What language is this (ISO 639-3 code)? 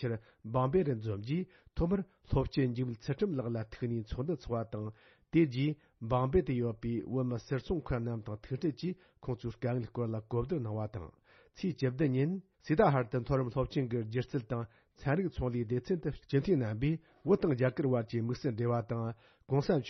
bod